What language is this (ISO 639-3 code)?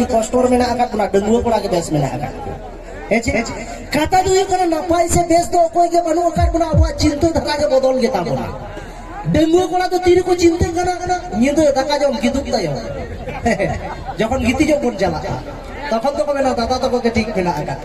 sat